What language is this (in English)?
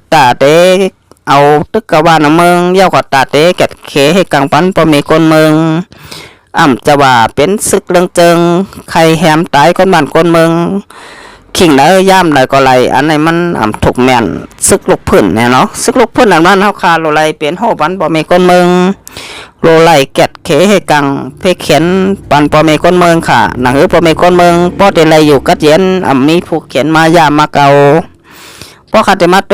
Shan